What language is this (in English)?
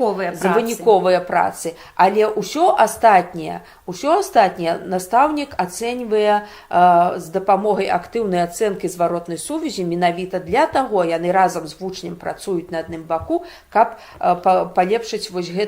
Belarusian